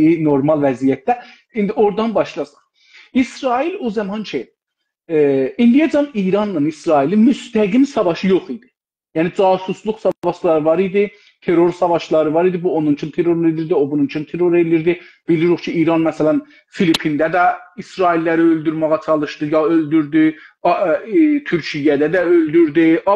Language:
South Azerbaijani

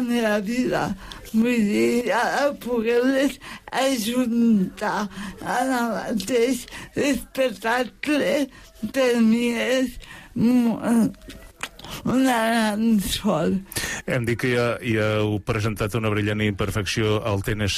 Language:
Catalan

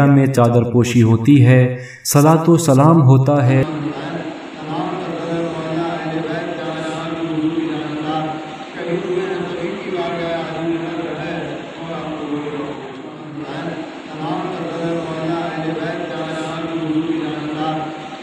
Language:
Urdu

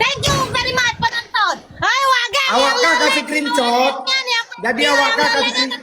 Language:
Achinese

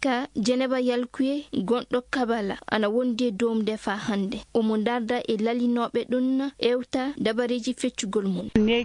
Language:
Fula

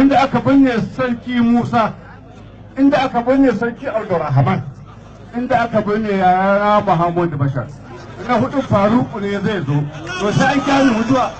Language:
Hausa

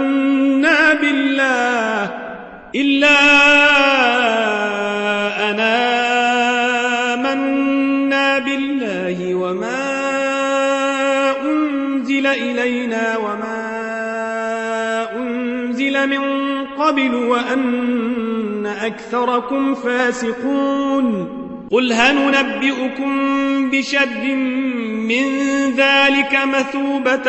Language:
Arabic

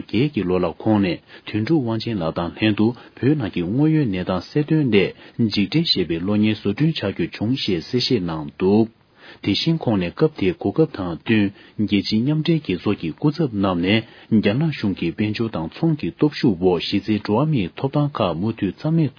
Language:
Tibetan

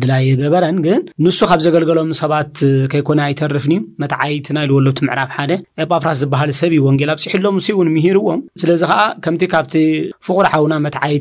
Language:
Tigrinya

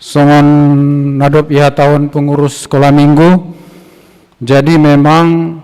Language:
Batak Simalungun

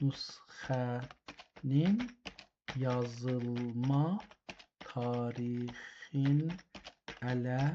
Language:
South Azerbaijani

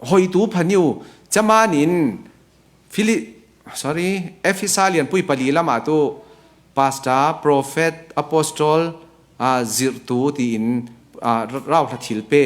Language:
Falam Chin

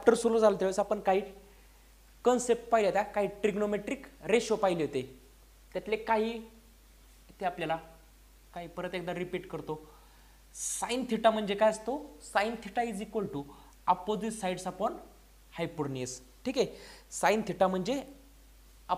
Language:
Marathi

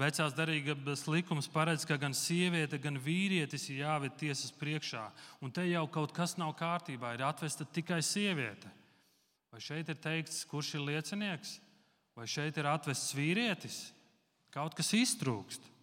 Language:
Latvian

